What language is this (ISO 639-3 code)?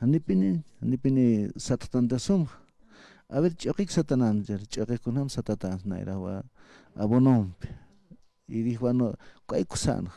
aym